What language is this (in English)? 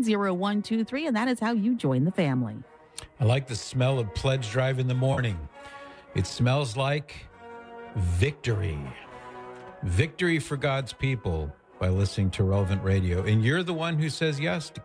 English